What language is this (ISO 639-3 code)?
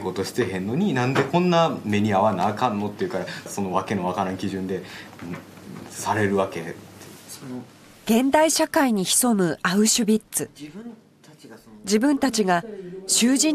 jpn